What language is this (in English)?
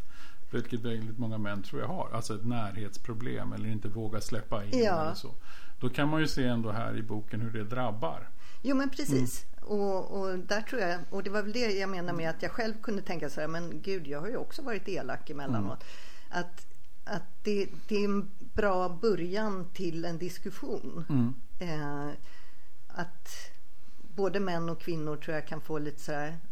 Swedish